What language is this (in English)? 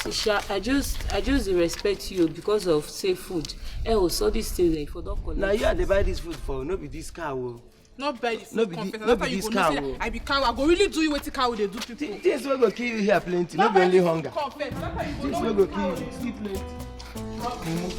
Nigerian Pidgin